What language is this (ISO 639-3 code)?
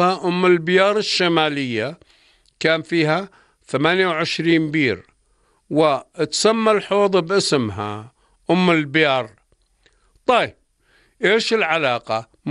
apc